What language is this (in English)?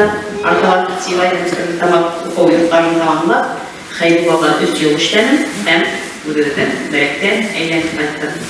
Bashkir